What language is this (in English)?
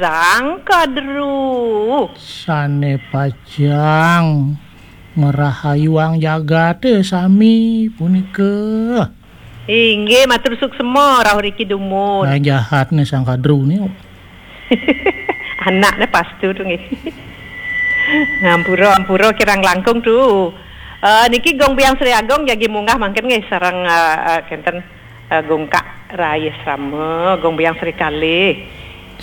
Balinese